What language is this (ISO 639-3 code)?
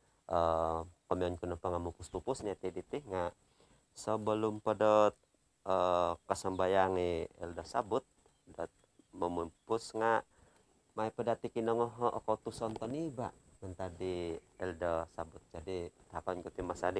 dtp